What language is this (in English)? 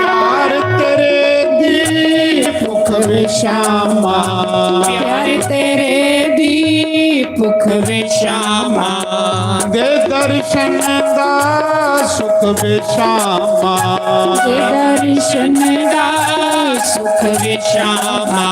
Dogri